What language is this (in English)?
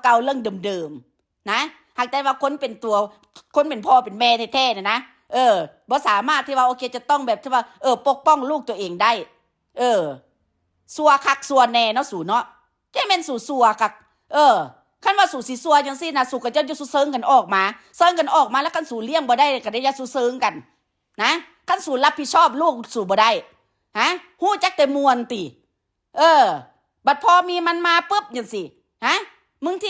Northeastern Thai